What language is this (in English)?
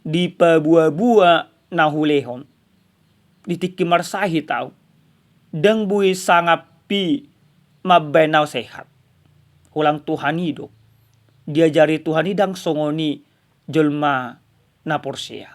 Batak Toba